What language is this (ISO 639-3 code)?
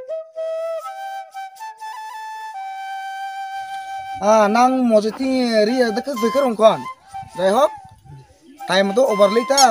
msa